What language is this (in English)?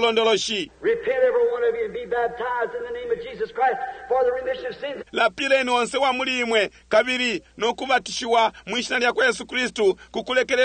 Bemba